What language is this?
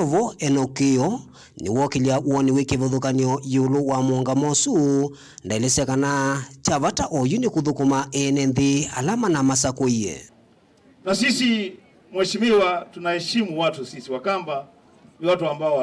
Kamba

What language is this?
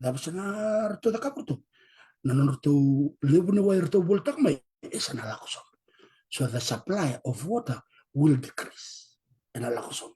Fijian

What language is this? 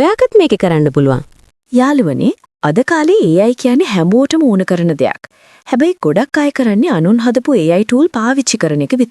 Sinhala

